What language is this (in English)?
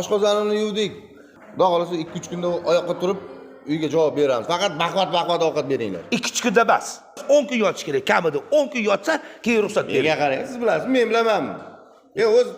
Uzbek